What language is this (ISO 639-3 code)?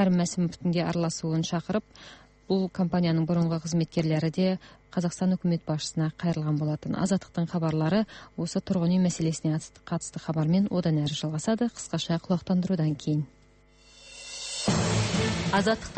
kaz